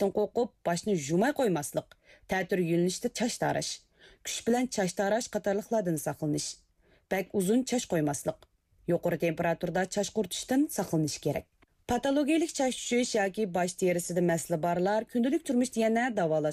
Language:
Uyghur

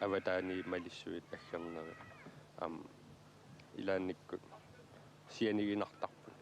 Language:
Kalaallisut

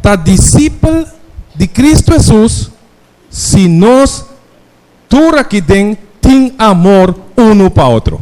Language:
Papiamento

